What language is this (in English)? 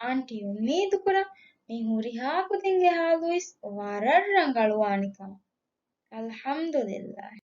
Divehi